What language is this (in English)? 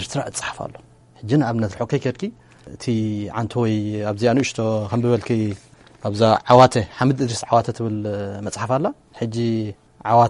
Tigrinya